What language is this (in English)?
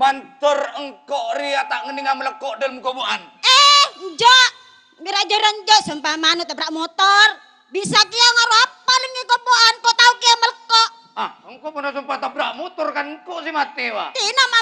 Madurese